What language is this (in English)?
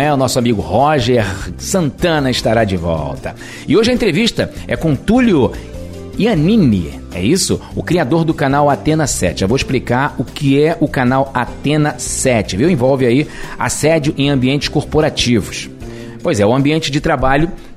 Portuguese